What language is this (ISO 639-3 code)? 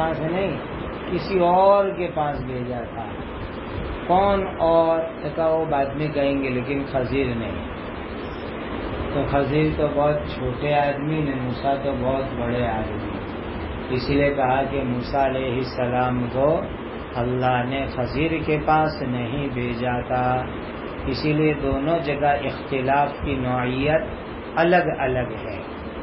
urd